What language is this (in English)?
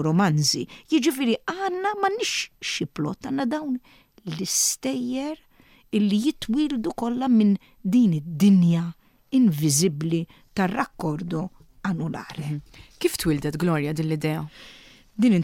Maltese